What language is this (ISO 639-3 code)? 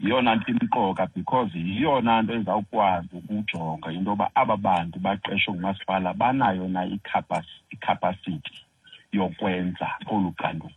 xho